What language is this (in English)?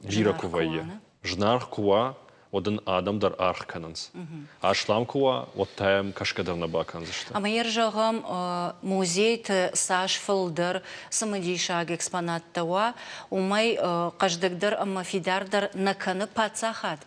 Ossetic